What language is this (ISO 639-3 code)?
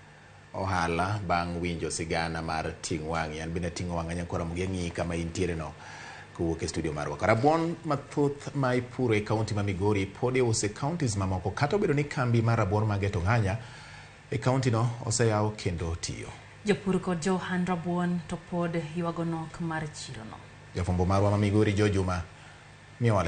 luo